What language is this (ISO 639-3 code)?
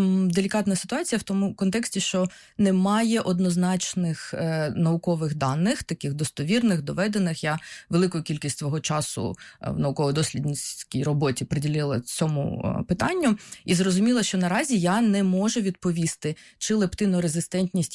ukr